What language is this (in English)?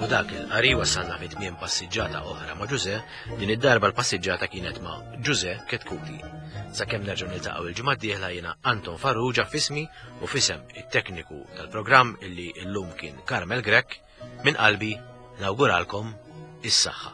Maltese